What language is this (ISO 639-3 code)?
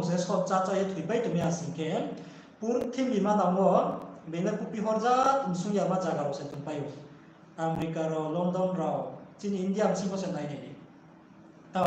ria